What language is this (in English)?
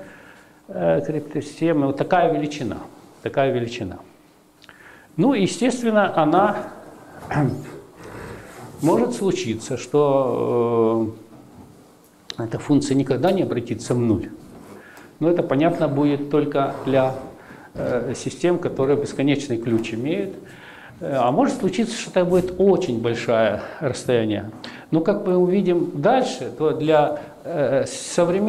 Russian